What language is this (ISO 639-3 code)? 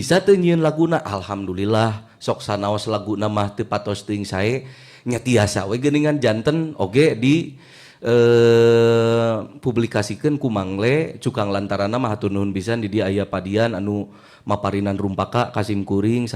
sun